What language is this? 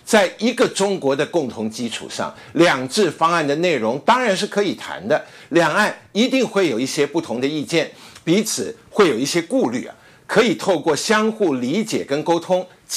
Chinese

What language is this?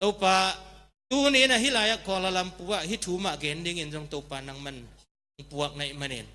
Tedim Chin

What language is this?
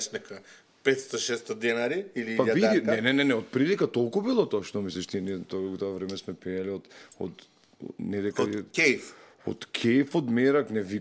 Macedonian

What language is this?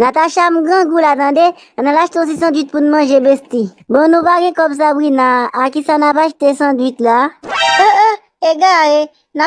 Haitian Creole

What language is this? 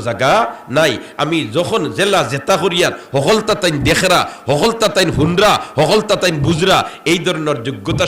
Sylheti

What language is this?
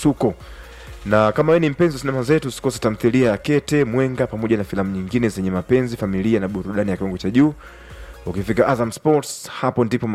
Swahili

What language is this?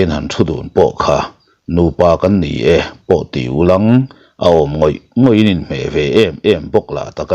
Mizo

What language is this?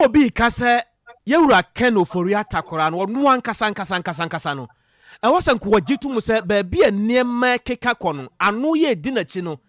Akan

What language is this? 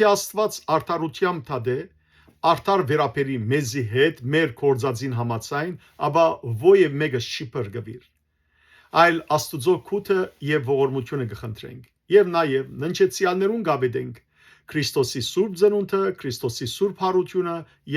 Western Armenian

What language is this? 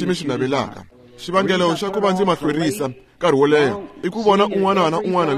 Tsonga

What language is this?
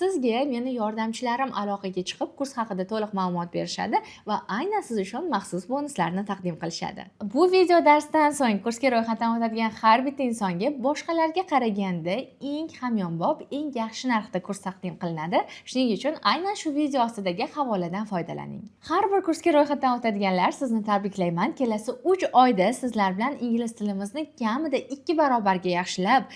Uzbek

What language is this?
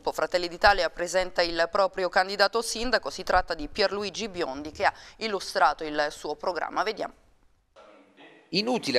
Italian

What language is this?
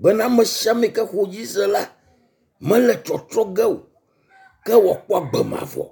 Ewe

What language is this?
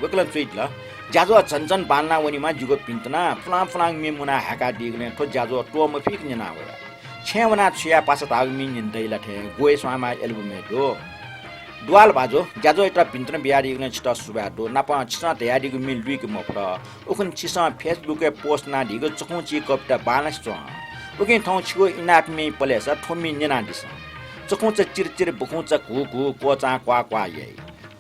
Newari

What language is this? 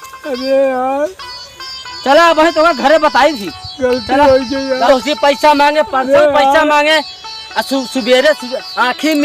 Awadhi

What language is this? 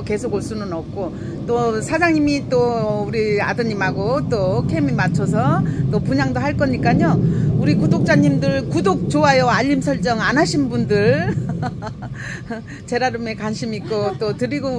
Korean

